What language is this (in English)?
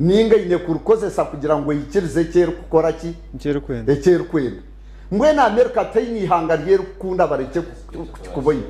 Nyankole